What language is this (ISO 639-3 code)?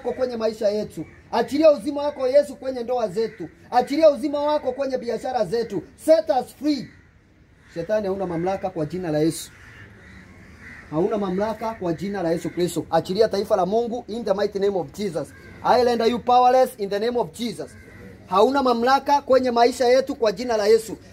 swa